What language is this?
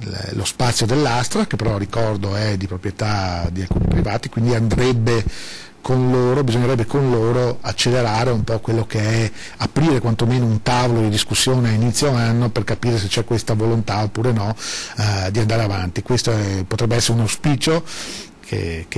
Italian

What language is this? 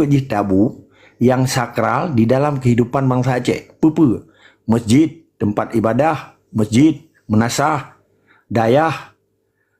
Achinese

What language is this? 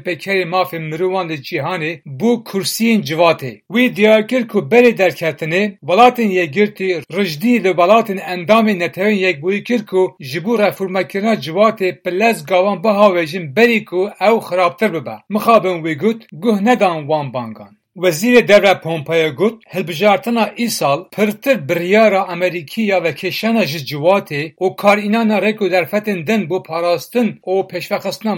Kurdish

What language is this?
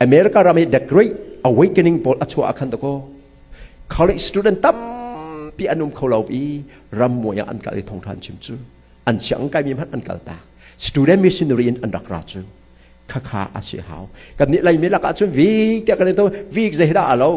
Hakha Chin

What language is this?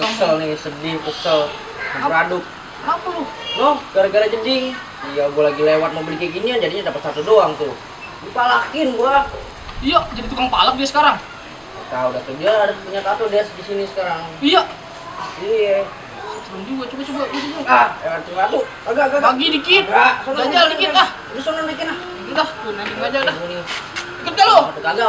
Betawi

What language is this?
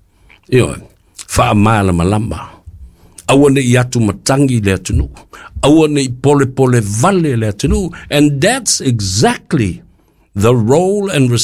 Samoan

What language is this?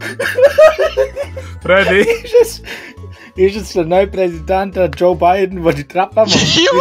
Swiss German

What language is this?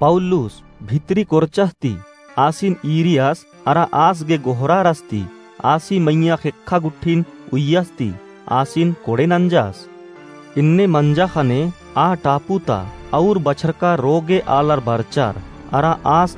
Kurukh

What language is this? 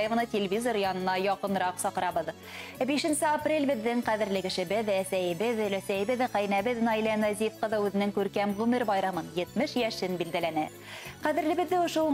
Bashkir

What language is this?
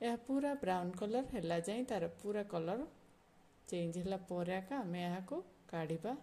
Odia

